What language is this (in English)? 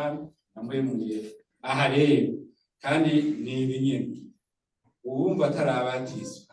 Rundi